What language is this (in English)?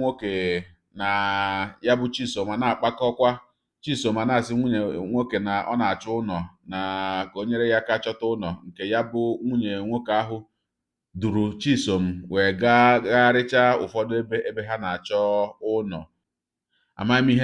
Igbo